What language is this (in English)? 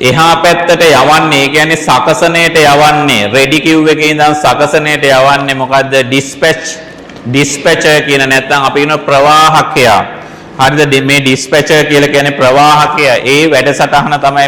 Sinhala